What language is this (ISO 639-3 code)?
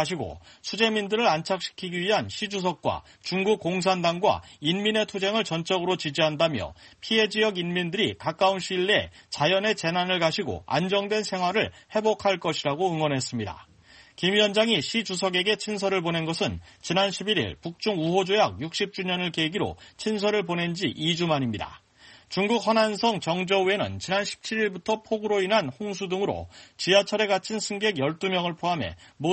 kor